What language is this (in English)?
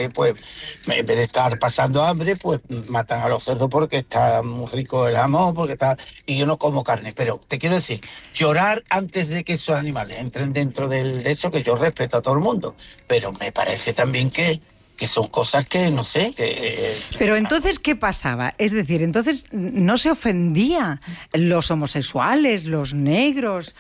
Spanish